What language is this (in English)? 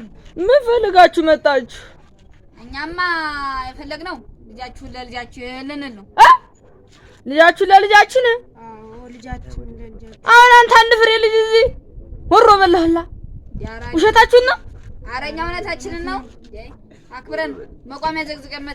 Amharic